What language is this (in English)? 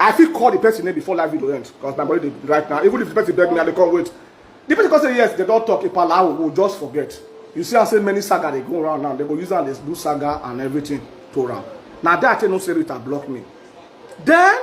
Nigerian Pidgin